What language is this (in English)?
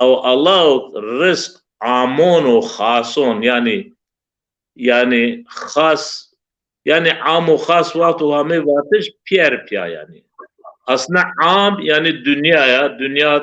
Zaza